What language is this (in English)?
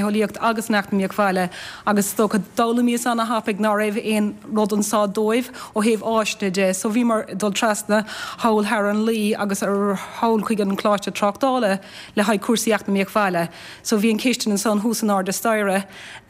Irish